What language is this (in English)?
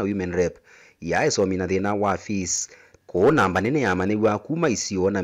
Kamba